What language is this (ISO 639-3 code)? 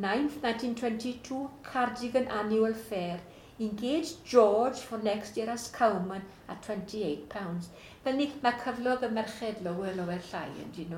cym